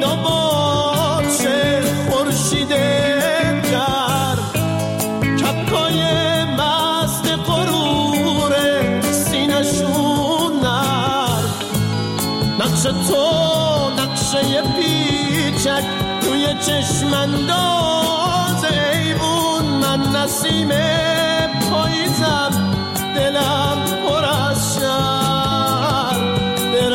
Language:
Persian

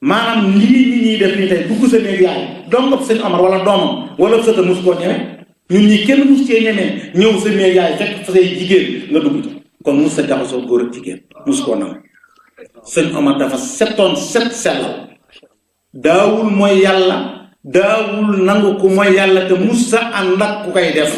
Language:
Wolof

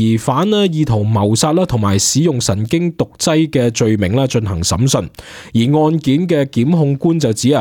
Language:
Cantonese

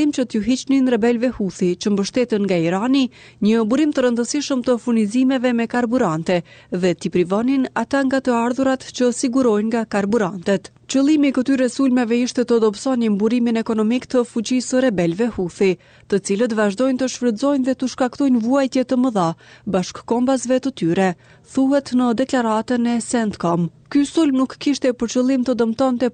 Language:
Albanian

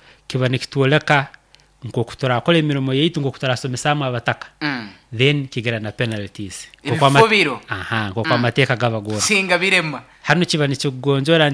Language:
Nyoro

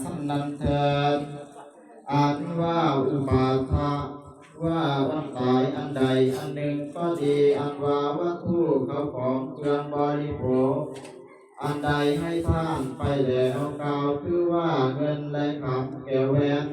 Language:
Northeastern Thai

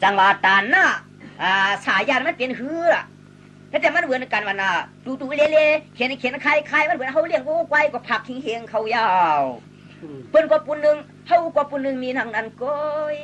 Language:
Shan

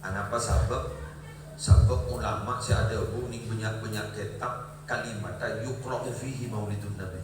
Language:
Madurese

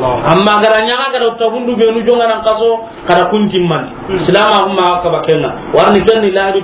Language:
Soninke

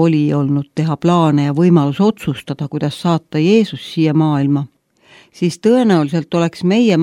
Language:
Estonian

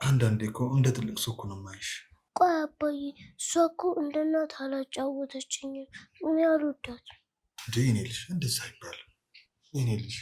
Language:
Amharic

